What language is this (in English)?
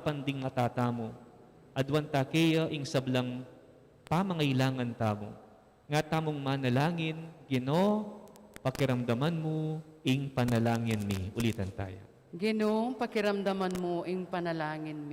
Pampanga